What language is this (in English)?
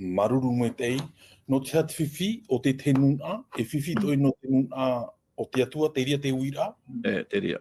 Tahitian